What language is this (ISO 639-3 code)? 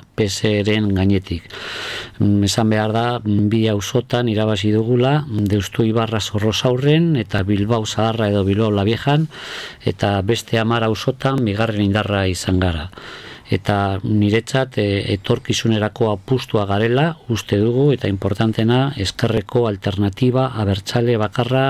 eus